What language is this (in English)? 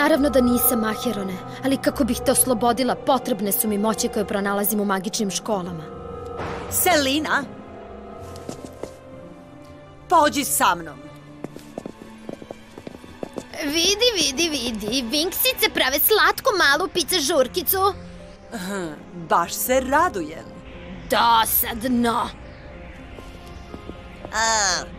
Serbian